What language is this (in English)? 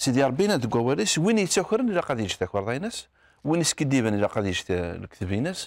Kabyle